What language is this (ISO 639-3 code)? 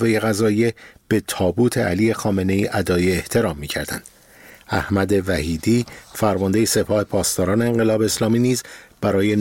fas